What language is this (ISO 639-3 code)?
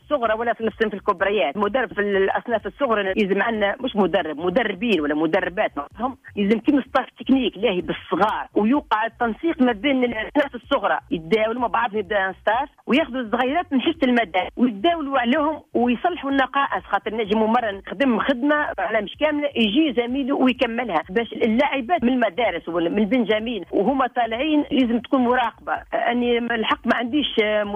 aeb